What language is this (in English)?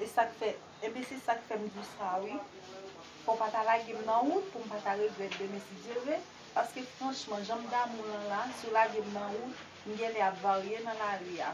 Haitian Creole